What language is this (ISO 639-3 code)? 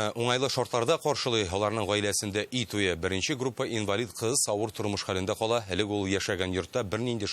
tat